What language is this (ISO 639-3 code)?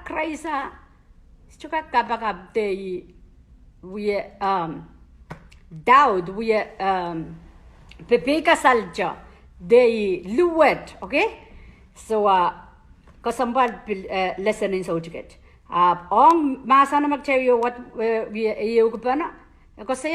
pon